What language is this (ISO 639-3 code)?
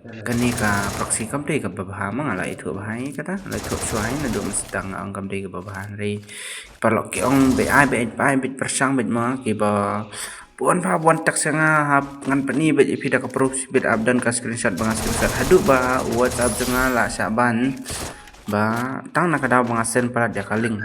kha